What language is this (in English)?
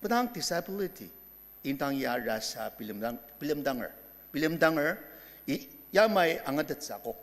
Ao Naga